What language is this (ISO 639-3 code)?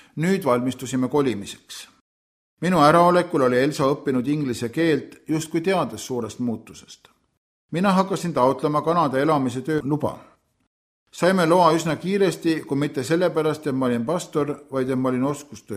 est